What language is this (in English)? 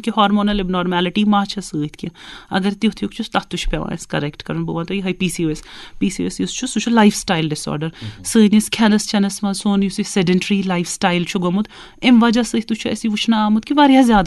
Kashmiri